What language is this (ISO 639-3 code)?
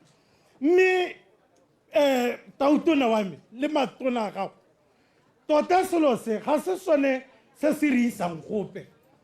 tsn